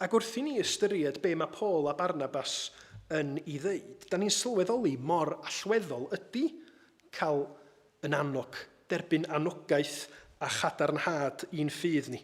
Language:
Welsh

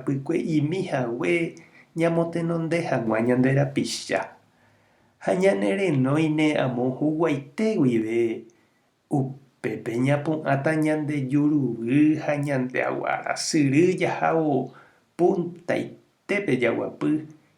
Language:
Guarani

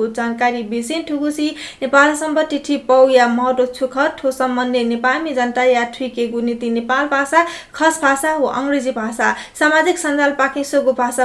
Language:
Newari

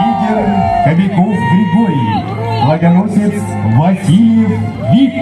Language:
Yakut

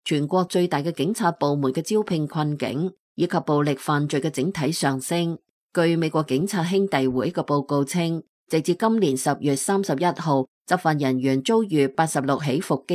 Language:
Cantonese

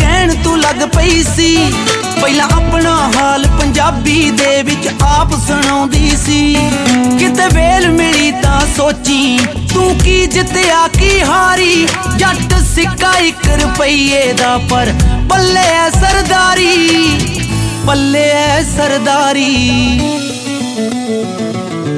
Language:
Punjabi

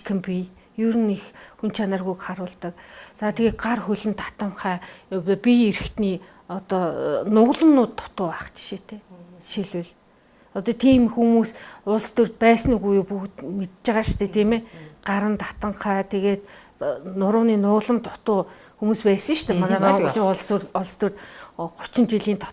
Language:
Mongolian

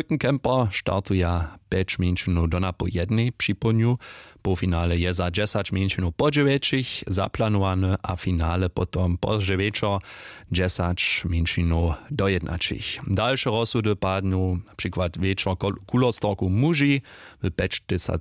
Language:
Upper Sorbian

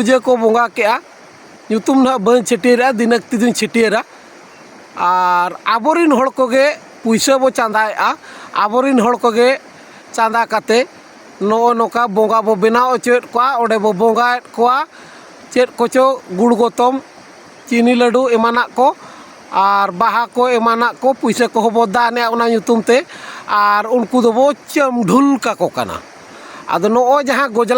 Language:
Santali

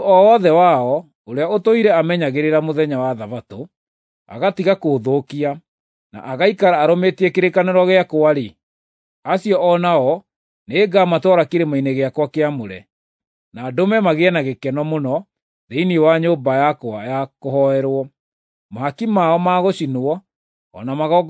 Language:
Kikuyu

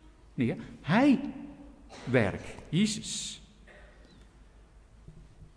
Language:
Afrikaans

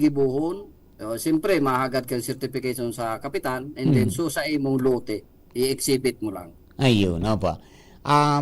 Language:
Bikol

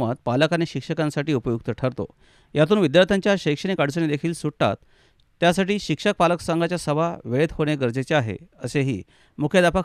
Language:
Marathi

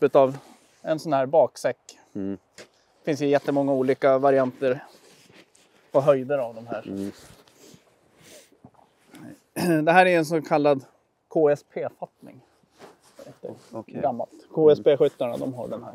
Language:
Swedish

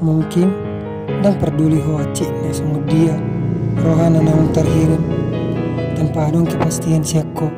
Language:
Batak Toba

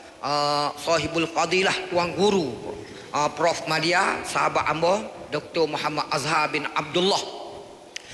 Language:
Malay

